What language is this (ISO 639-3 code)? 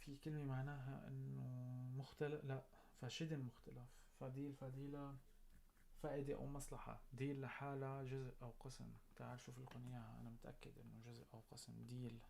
apc